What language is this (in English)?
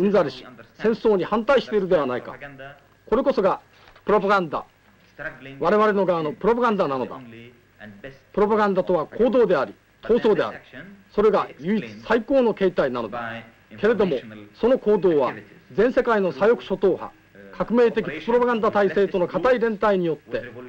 Japanese